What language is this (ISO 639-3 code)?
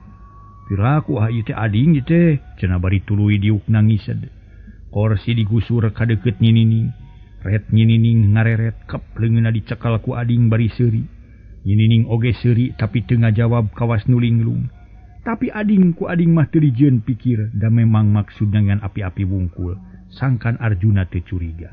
sun